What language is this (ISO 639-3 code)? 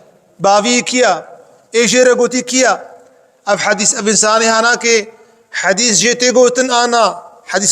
kur